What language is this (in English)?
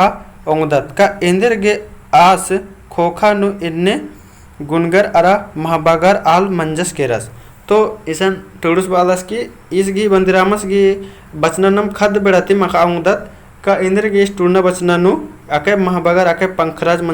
Kurukh